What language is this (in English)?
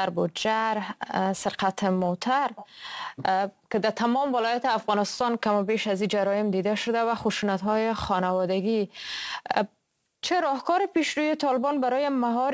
Persian